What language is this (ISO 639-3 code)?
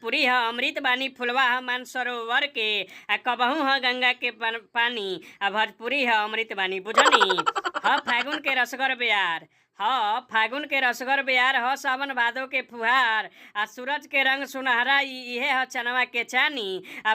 bho